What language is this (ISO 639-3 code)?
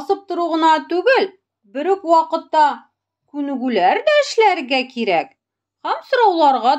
tat